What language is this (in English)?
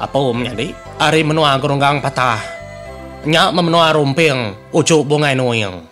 Iban